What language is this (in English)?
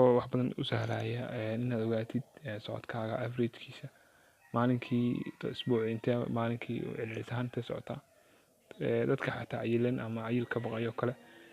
Somali